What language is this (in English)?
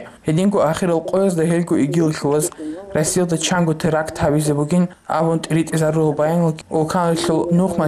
Avaric